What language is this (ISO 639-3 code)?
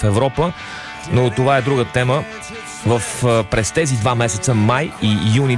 bul